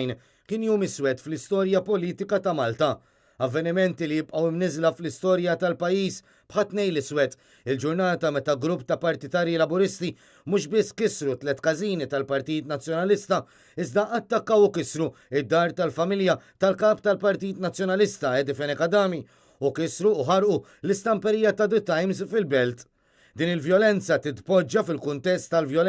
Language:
Maltese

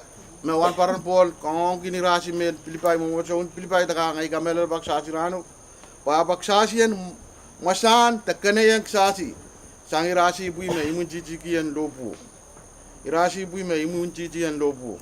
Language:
Pohnpeian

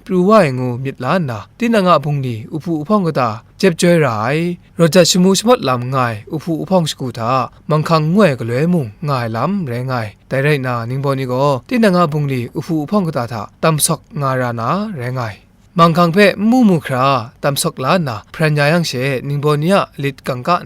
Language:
Kachin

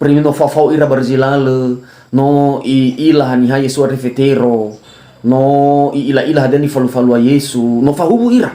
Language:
Nias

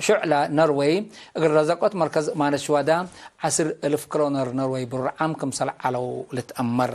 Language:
Tigre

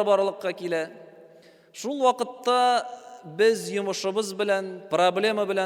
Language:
Tatar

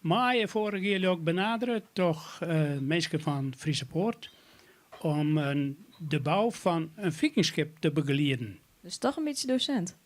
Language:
Western Frisian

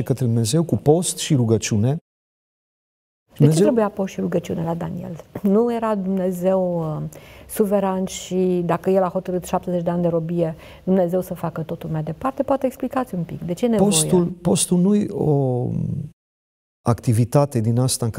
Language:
Romanian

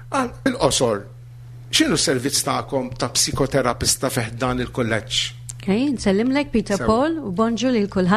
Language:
Maltese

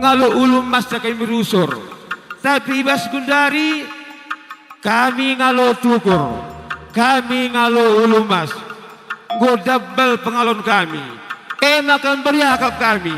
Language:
Batak Karo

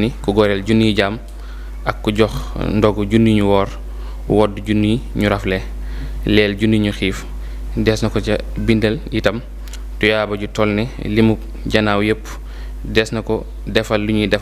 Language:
Wolof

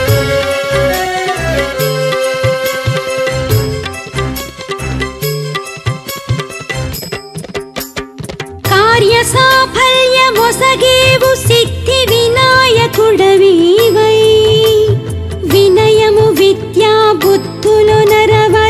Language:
Telugu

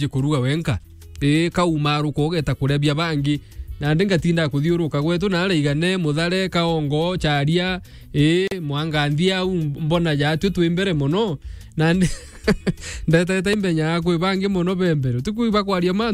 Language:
Meru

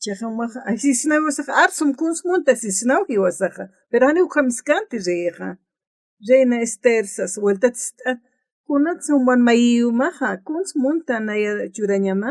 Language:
Aymara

